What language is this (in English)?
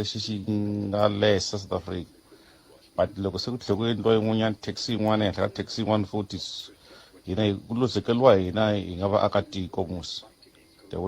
Tsonga